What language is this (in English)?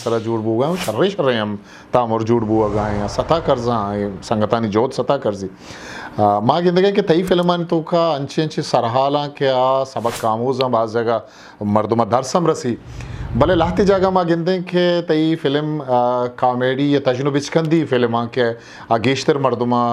Eastern Balochi